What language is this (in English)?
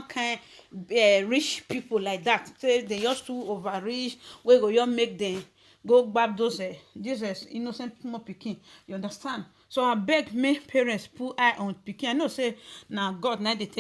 Nigerian Pidgin